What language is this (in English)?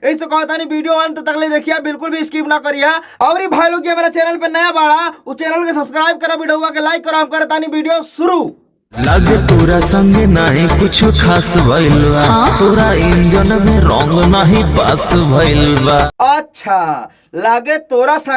Bhojpuri